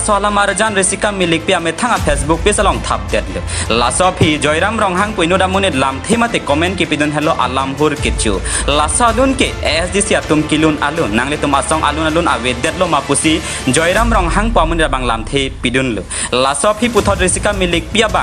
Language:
Karbi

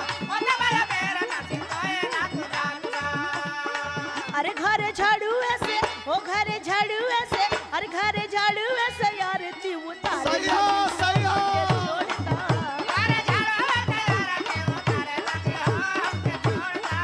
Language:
Bhojpuri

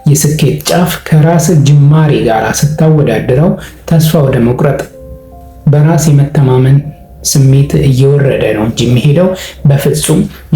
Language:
Amharic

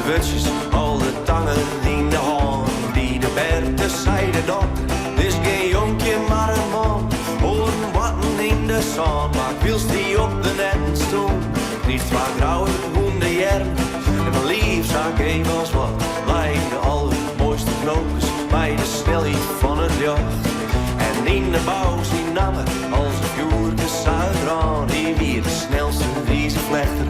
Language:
Western Frisian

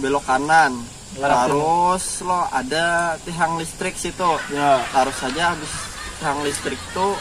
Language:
Banjar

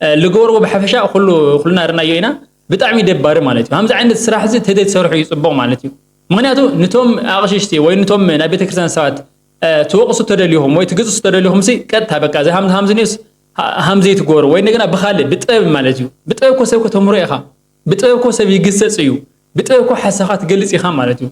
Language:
Tigrinya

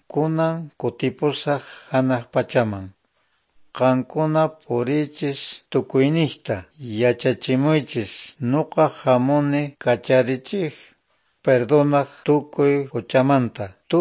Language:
Quechua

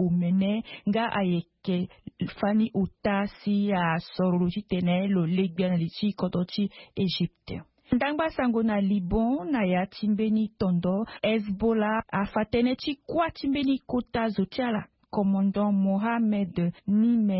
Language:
Sango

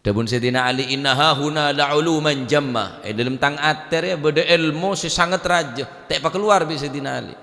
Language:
Madurese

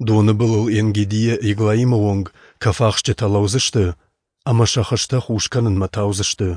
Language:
Ossetic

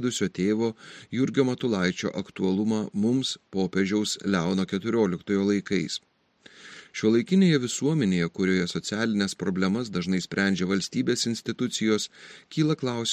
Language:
Lithuanian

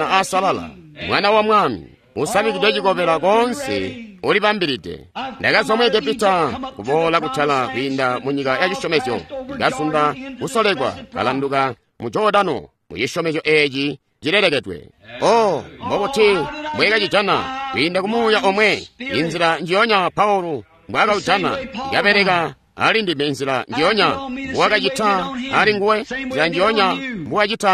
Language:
Tonga (Zambia)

